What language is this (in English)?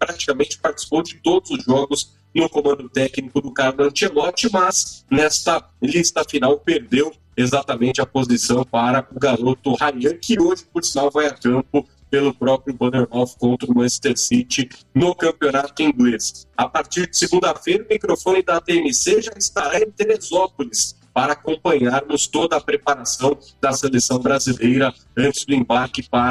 Portuguese